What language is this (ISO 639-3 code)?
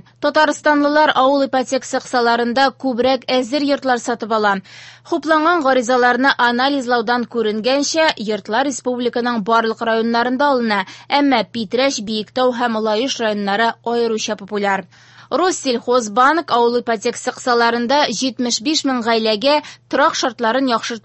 tat